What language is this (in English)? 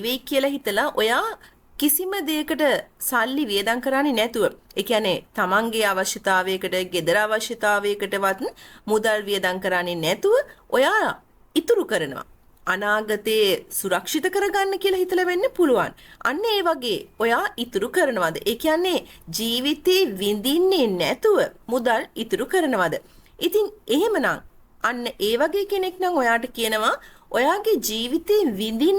Sinhala